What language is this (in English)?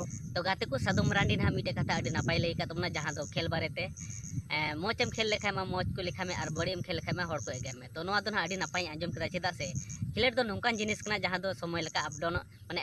Santali